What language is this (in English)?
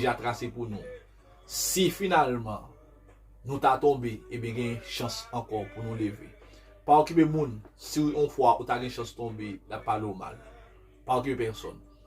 Haitian Creole